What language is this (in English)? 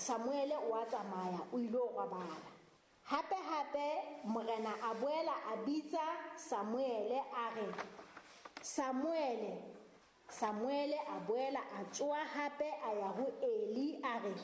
Southern Sotho